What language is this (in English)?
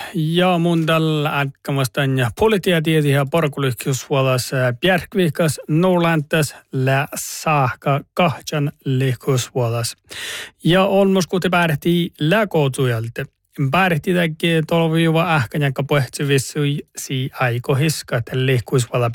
Northern Sami